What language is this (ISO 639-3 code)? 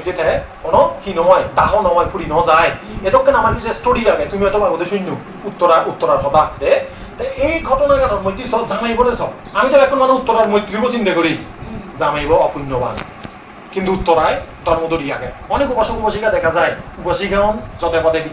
ccp